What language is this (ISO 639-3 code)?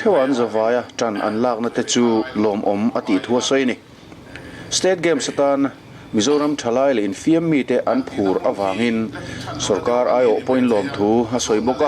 lus